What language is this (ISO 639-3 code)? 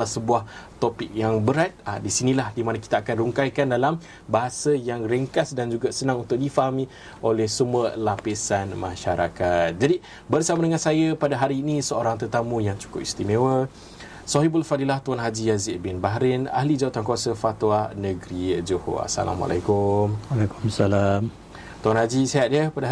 msa